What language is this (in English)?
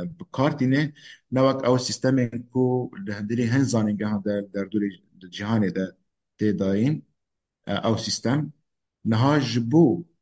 Kurdish